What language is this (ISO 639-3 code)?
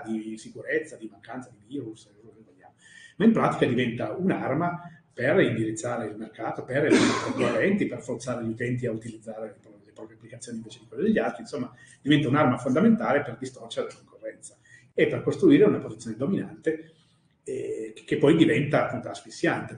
ita